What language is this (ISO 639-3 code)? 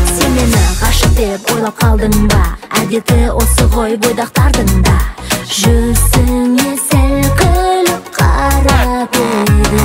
kaz